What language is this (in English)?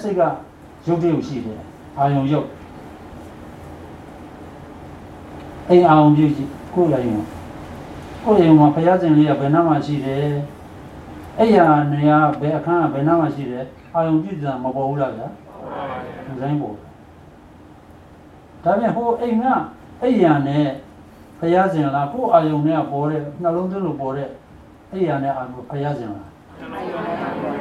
Burmese